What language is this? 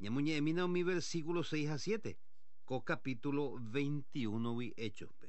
Guarani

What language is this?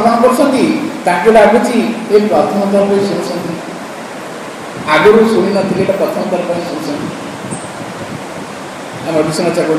Odia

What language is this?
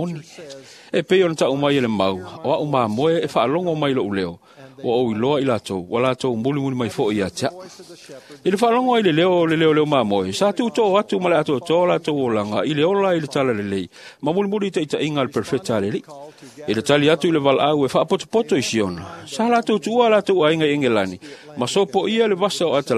Samoan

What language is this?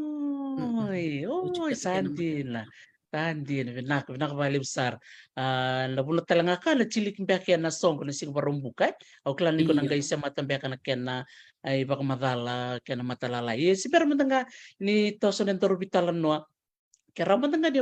Fijian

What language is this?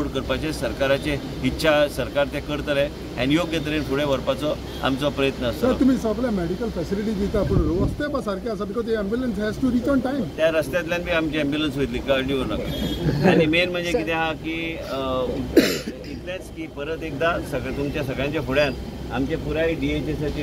Konkani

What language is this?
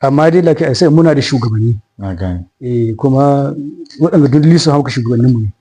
Hausa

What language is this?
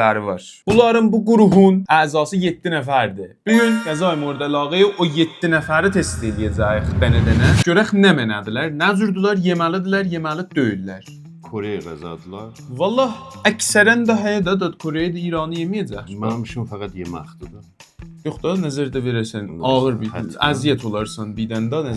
South Azerbaijani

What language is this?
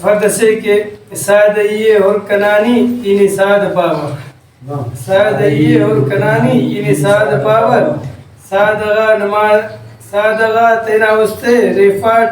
Brahui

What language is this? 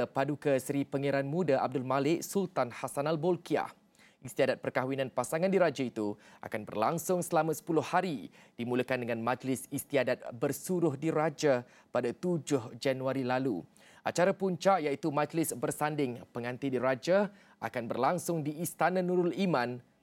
Malay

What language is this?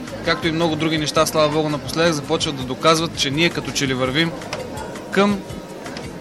Bulgarian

